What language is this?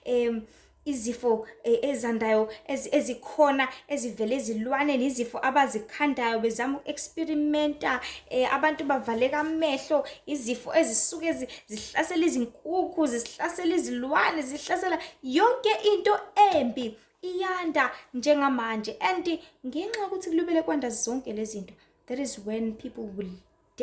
Zulu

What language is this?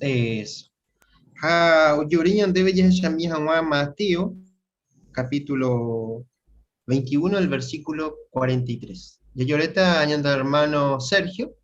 Guarani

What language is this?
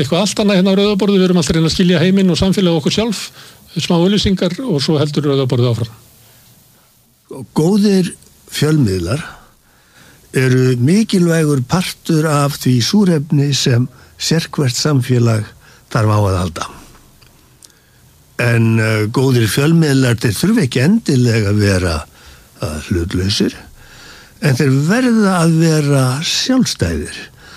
Icelandic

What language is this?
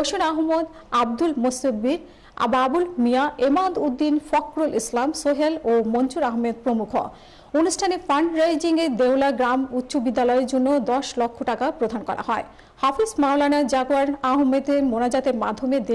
Bangla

